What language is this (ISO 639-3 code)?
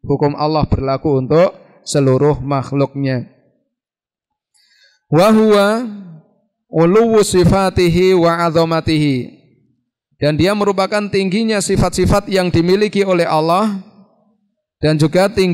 ind